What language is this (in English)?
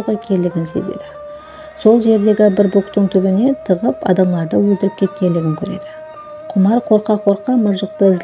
Kara-Kalpak